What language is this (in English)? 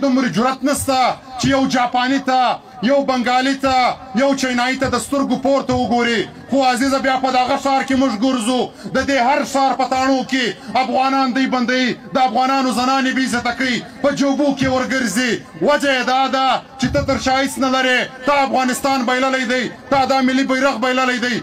Pashto